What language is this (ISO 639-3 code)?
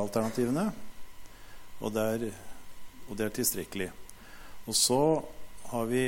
nor